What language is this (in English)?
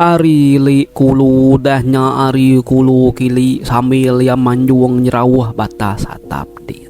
Iban